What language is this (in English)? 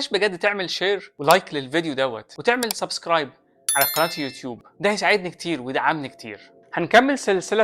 Egyptian Arabic